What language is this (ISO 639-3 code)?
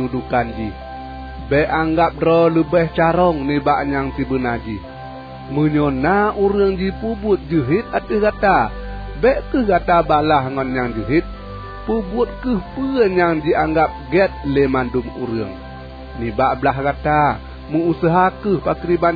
ace